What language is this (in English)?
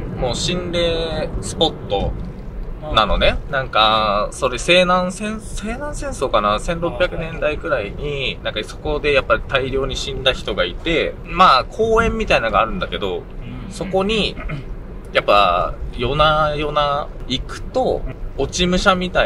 Japanese